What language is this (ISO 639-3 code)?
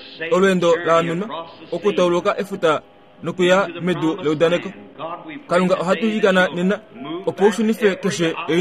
kua